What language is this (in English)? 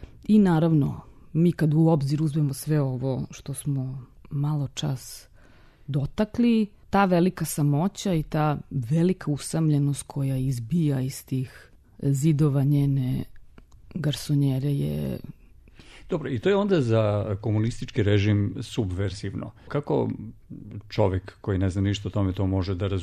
Serbian